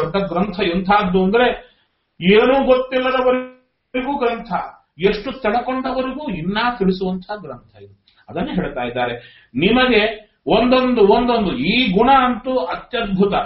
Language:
Kannada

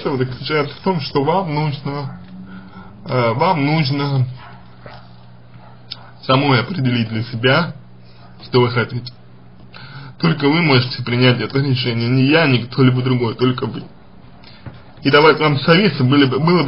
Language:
Russian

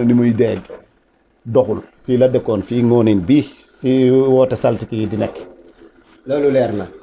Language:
Wolof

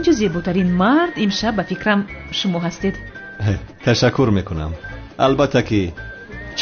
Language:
Tajik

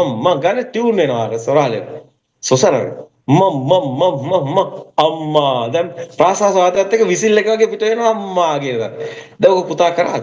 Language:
Sinhala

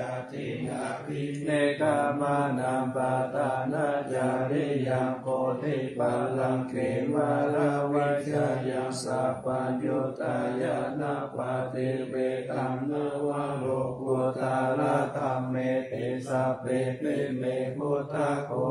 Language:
Pali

